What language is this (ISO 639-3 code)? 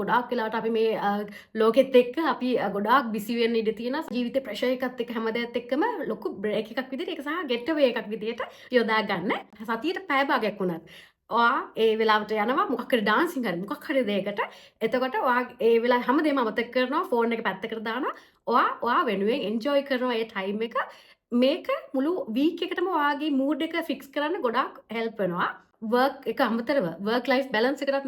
sin